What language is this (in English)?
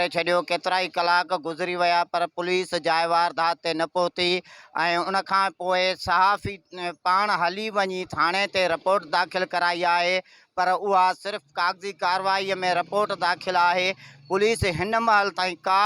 Sindhi